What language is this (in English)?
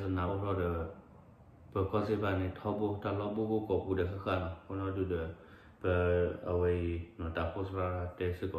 S'gaw Karen